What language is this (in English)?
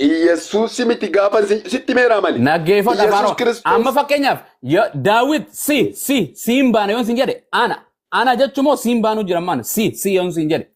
Oromo